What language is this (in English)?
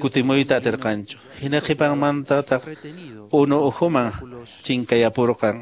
Quechua